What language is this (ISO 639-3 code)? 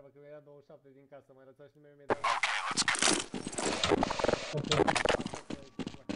ron